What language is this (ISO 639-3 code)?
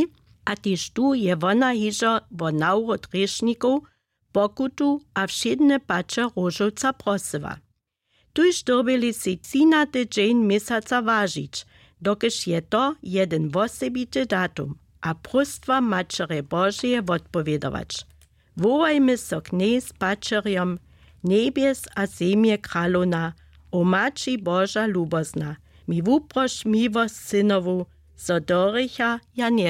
hsb